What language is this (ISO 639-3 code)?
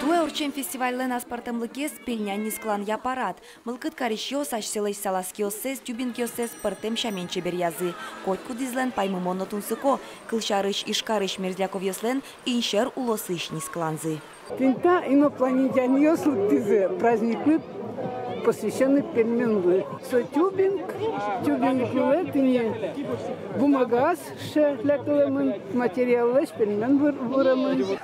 udm